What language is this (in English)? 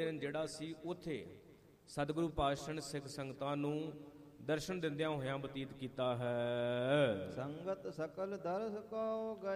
Punjabi